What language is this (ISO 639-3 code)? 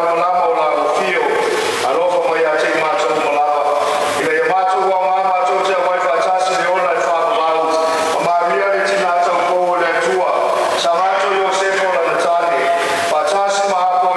smo